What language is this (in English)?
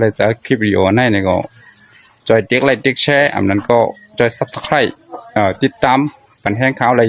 Shan